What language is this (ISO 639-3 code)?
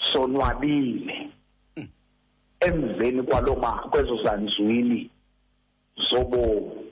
xho